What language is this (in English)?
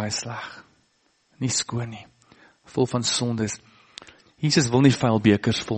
Afrikaans